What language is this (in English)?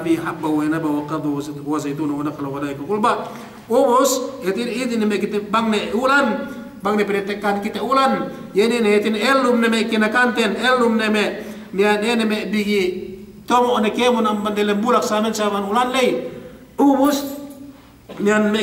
Yakan